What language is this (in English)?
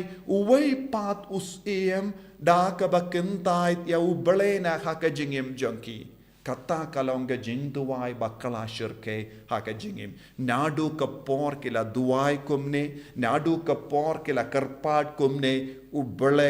Khasi